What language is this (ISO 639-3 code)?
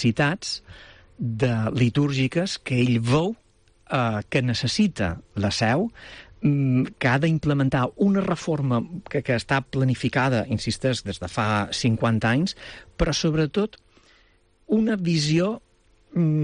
cat